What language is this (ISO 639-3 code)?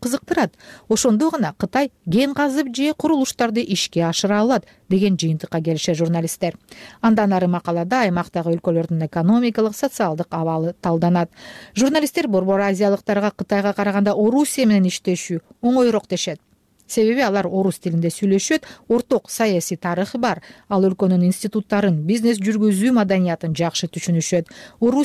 kir